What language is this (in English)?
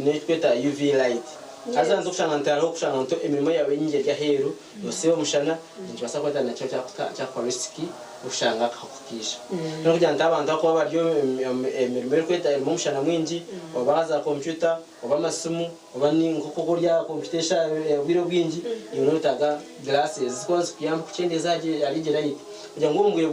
Nyankole